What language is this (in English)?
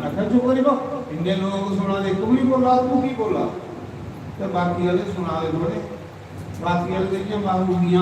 Dogri